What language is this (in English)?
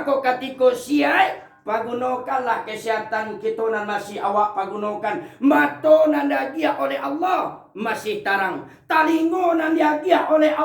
Minangkabau